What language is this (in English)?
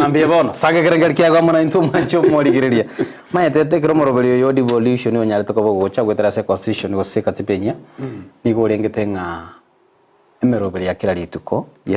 Gusii